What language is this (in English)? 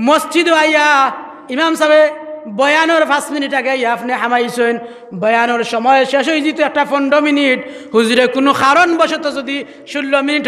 Sylheti